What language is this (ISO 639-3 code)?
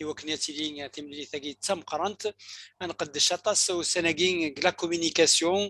kab